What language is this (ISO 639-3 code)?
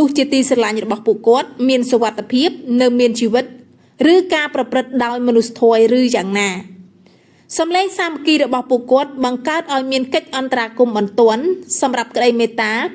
khm